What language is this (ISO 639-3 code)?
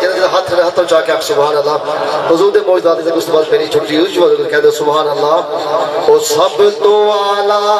skr